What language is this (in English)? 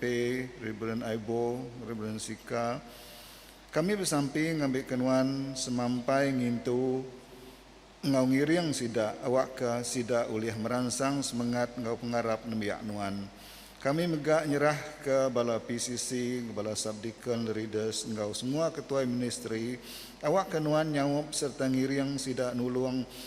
Iban